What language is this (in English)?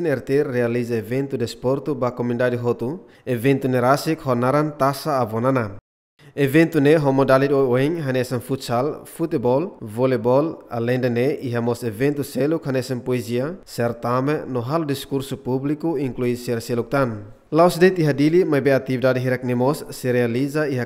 Tetum